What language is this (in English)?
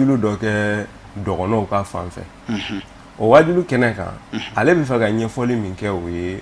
Bambara